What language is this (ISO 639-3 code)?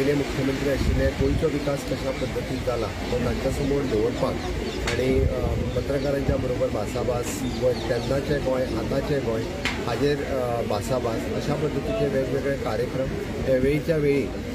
kok